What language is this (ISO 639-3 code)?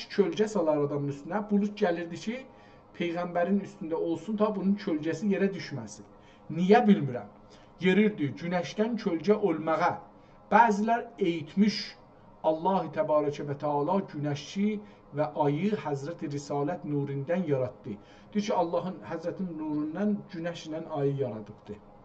azb